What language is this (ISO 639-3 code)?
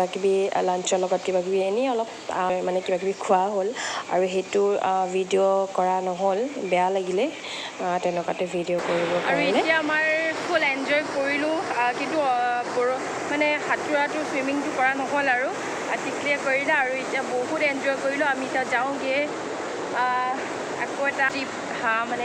asm